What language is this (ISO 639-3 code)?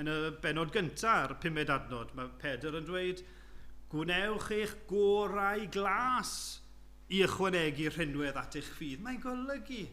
cym